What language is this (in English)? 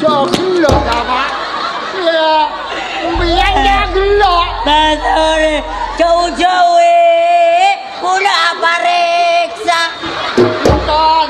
Madurese